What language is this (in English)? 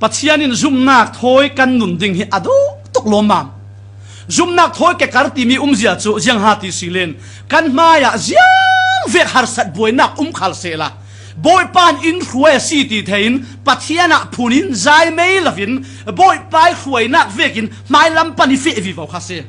Falam Chin